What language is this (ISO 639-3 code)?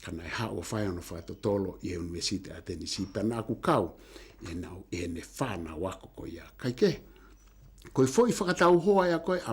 ton